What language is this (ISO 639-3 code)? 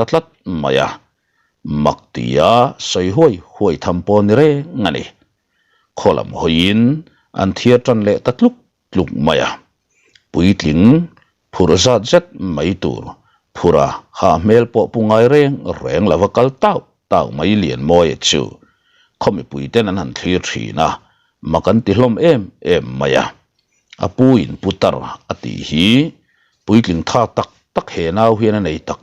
lus